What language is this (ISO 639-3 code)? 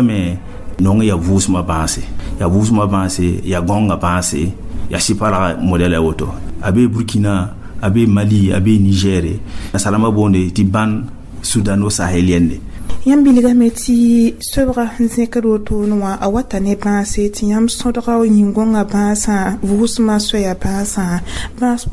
mos